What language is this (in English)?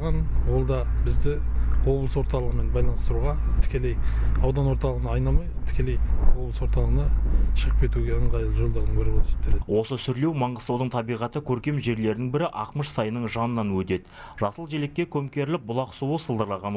Kazakh